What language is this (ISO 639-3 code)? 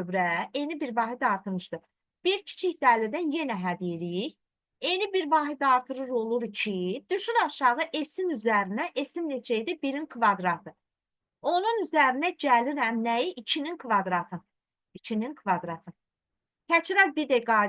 aze